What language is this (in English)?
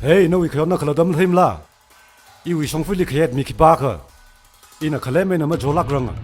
Tangkhul Naga (India)